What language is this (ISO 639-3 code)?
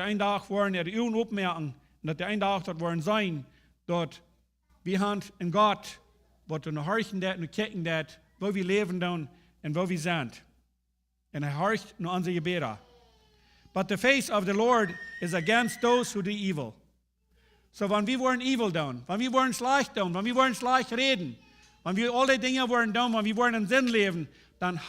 pdt